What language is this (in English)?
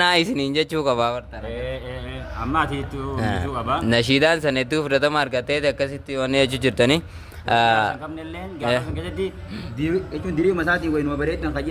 Oromo